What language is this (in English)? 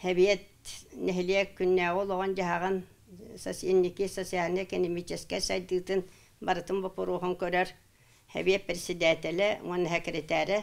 Yakut